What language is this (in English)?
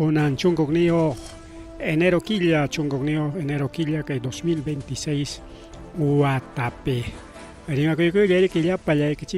Ayacucho Quechua